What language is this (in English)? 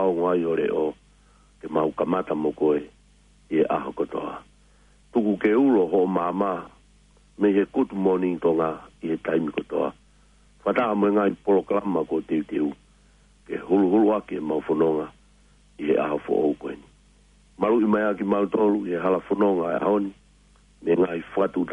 Tongan